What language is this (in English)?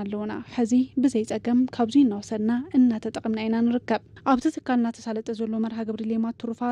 Tigrinya